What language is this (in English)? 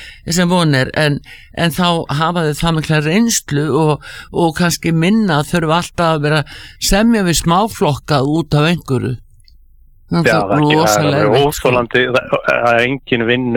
Icelandic